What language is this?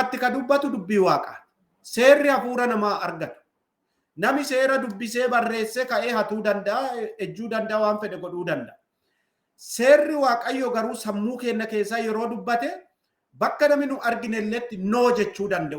Oromo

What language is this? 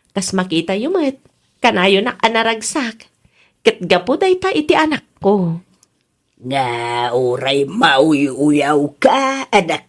Iloko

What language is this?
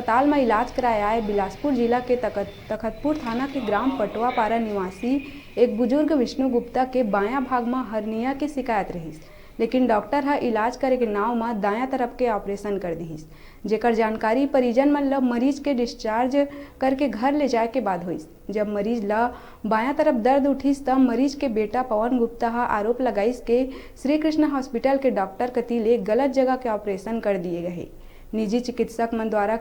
Chhattisgarhi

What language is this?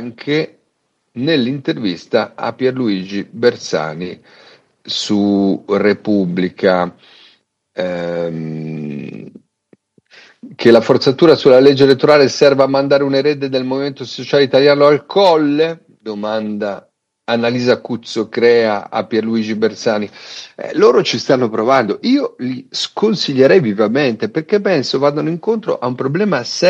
Italian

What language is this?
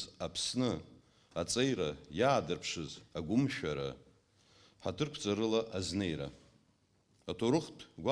Abkhazian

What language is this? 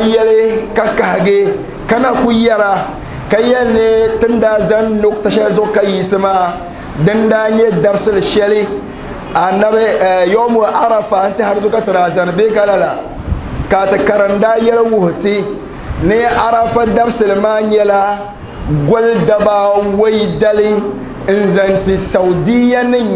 Dagbani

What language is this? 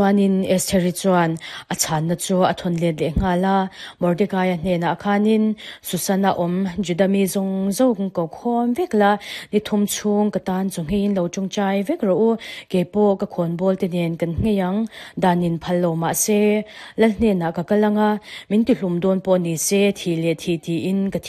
Mizo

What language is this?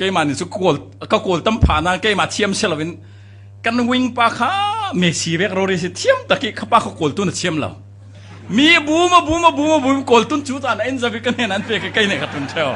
Falam Chin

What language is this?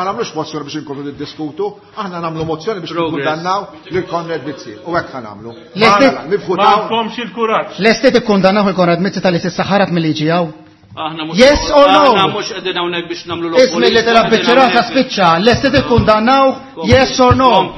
Maltese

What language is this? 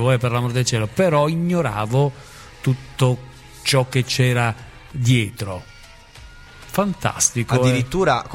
Italian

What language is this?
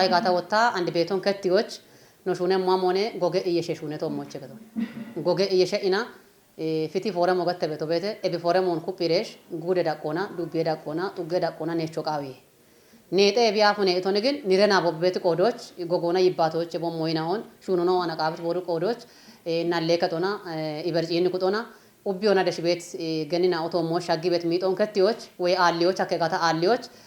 Kafa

